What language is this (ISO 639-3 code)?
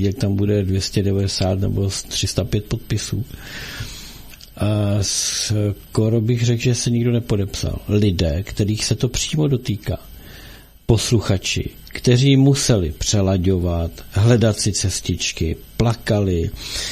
ces